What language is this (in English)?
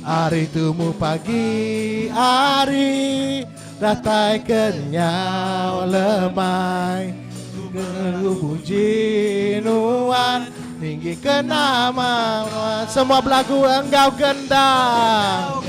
Iban